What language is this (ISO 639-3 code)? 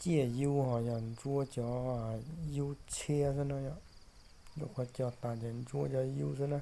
hmn